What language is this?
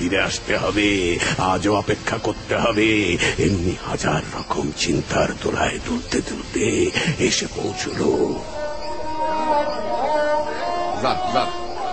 Bangla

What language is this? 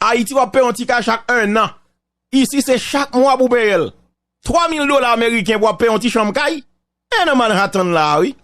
Haitian Creole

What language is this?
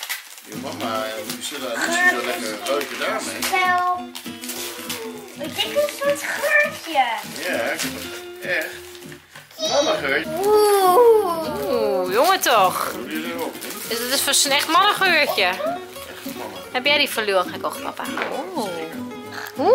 Dutch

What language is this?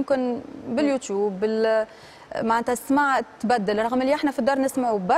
Tunisian Arabic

